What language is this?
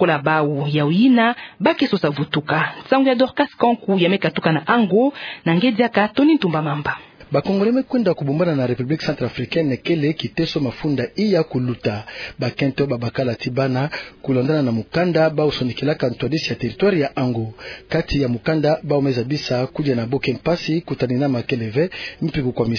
Kituba (Democratic Republic of Congo)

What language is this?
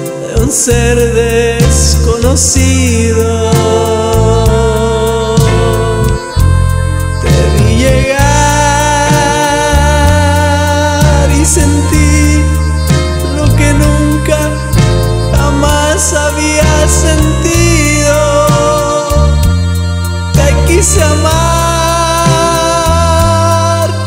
Spanish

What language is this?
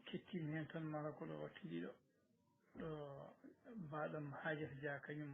Fula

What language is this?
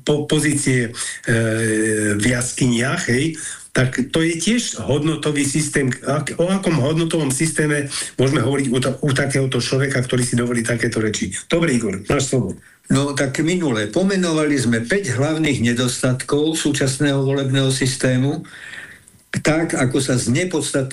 Slovak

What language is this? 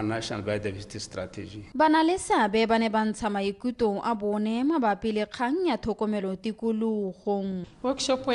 Tswana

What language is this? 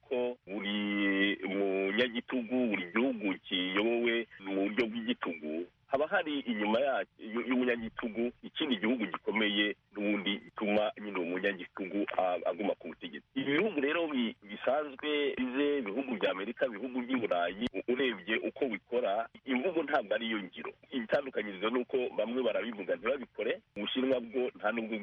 Kinyarwanda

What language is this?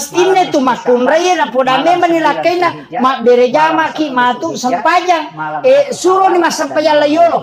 Buginese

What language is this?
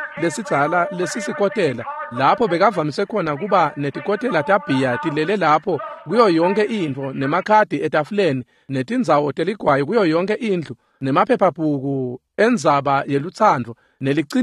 Swati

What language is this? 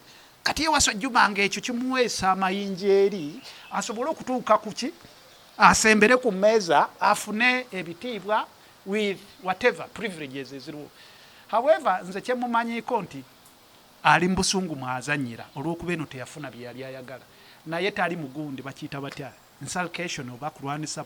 Ganda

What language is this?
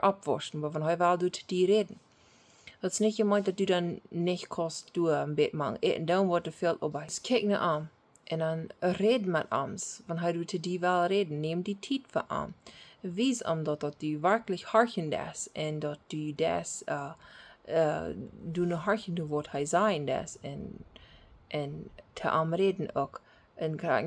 Plautdietsch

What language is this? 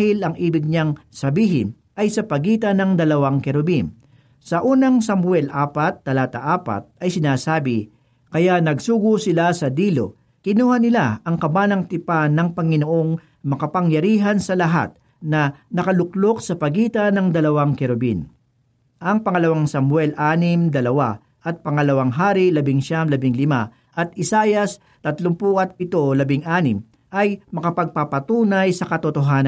Filipino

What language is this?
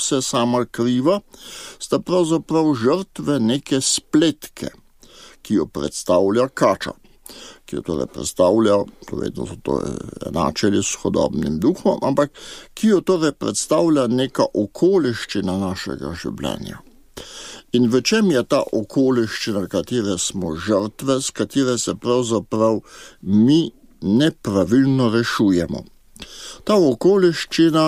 Slovenian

